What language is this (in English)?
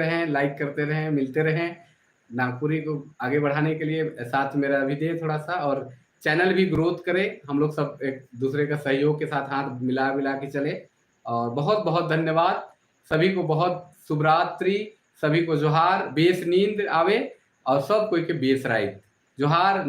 Sadri